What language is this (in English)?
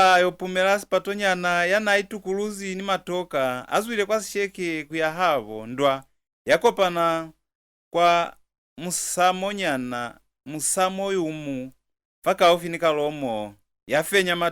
Lozi